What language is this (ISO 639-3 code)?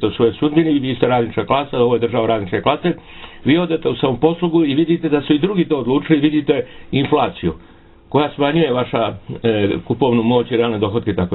srp